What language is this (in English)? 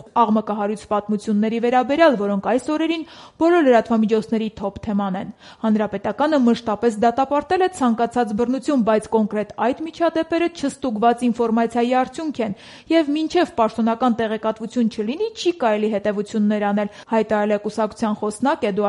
Armenian